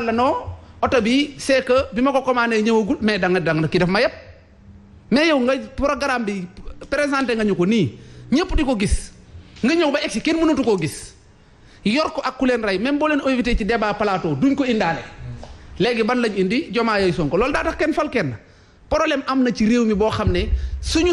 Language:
Wolof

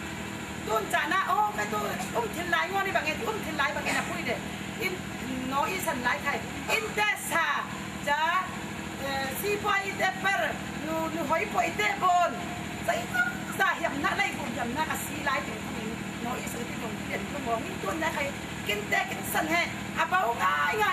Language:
Falam Chin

